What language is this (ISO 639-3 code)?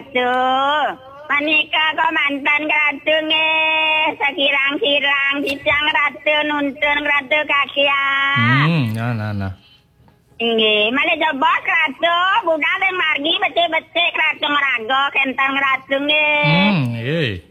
ban